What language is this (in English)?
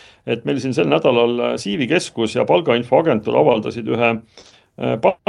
Estonian